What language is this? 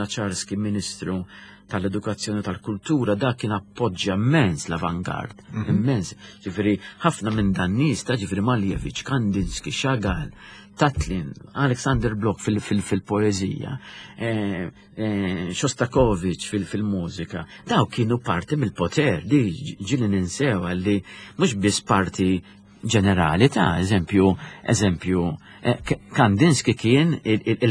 Maltese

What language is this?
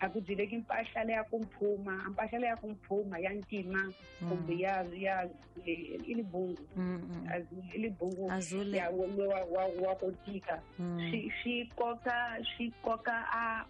Tsonga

